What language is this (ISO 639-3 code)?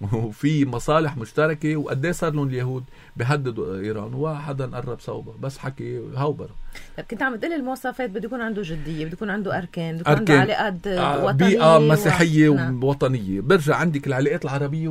apc